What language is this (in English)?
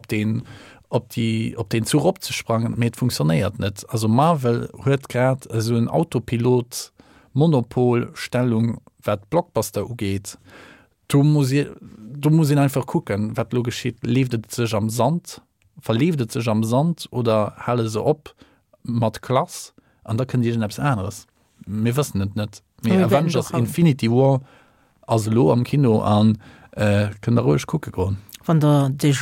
Luxembourgish